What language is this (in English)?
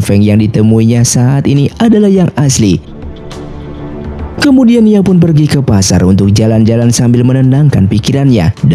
Indonesian